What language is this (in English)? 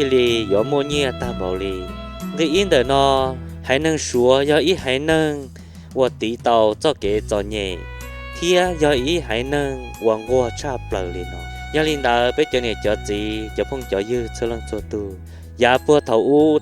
Hmong